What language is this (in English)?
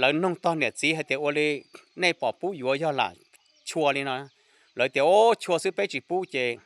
Hmong